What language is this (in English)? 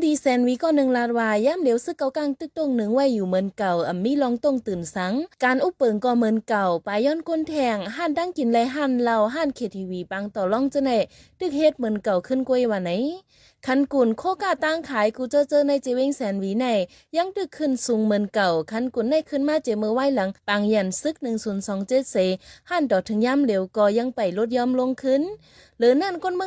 Shan